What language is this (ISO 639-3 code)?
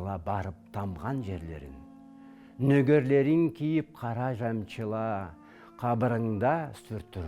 krc